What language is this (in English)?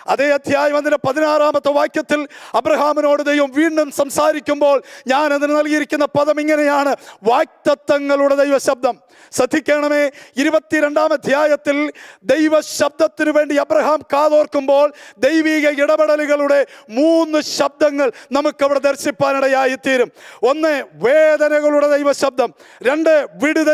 Malayalam